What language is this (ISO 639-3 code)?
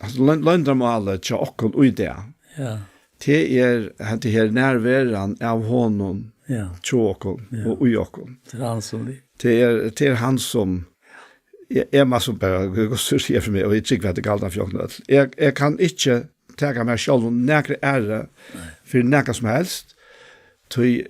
fao